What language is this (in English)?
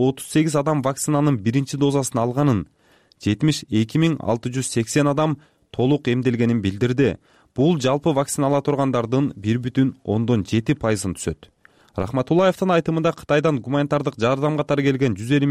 Kyrgyz